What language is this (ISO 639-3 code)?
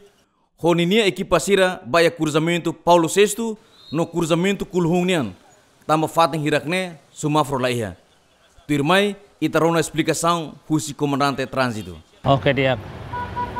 tet